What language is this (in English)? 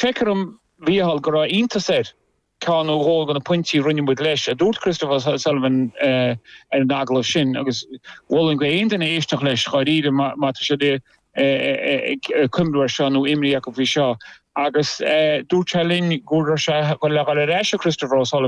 Irish